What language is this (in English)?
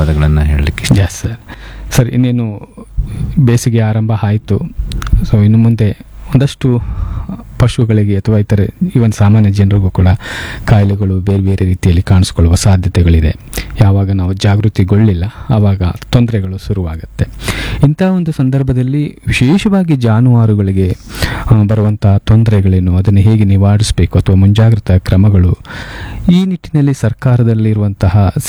Kannada